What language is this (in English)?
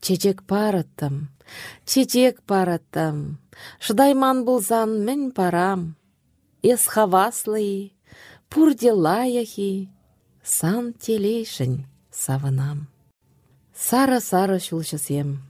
Chuvash